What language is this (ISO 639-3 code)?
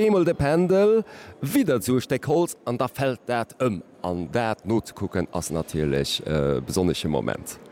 ltz